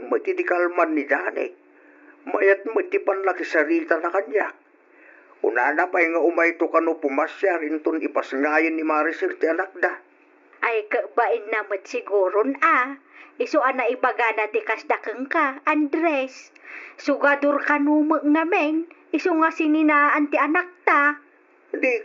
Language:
Iloko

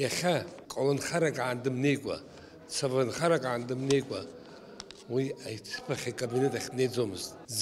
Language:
Abkhazian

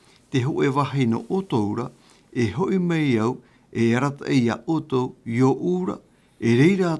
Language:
Tahitian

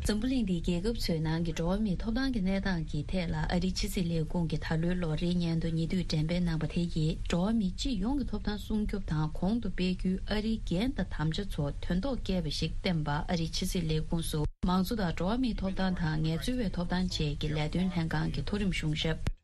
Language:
Tibetan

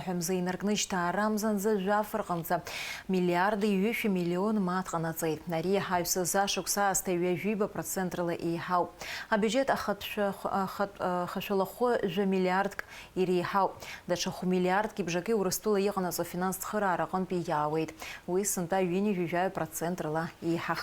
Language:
Abkhazian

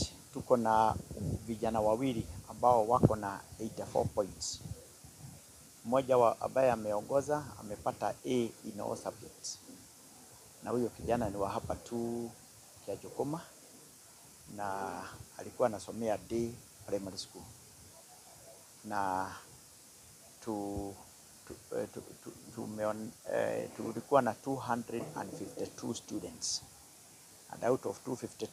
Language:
Swahili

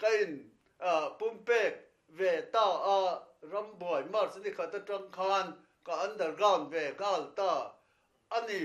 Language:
Mizo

